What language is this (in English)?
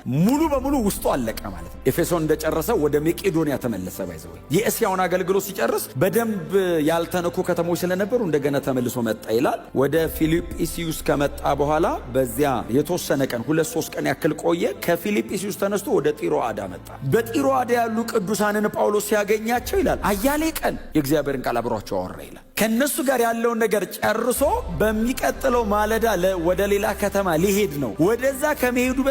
Amharic